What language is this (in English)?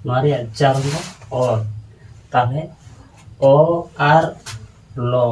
Santali